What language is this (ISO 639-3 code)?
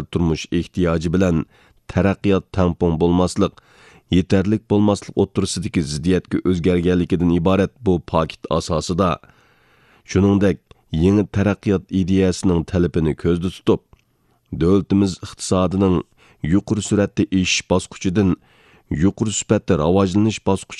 uig